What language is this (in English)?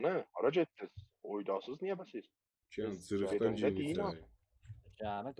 South Azerbaijani